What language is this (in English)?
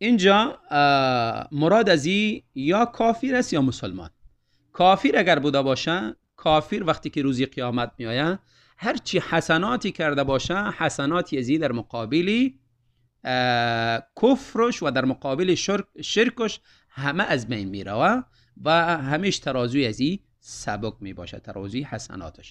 Tajik